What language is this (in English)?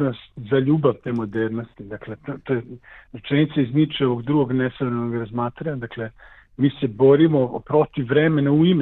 Serbian